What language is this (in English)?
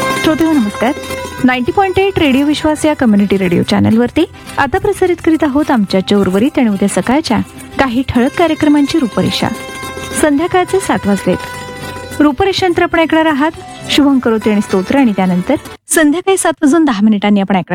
Marathi